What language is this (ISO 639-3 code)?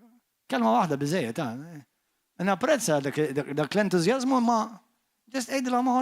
mlt